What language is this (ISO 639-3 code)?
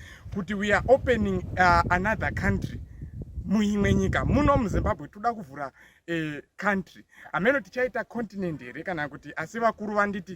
sna